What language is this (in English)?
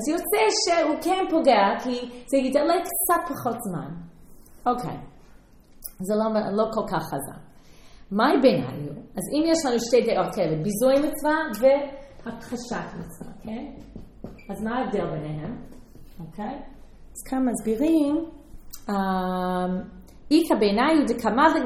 Hebrew